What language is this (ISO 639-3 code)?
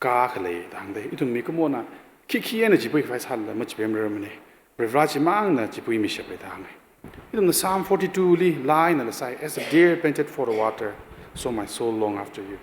nmf